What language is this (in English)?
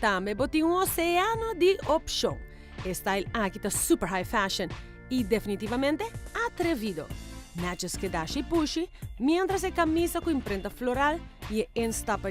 Papiamento